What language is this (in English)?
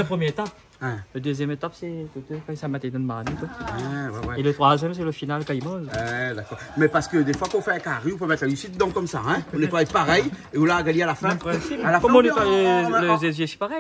Réunion Creole French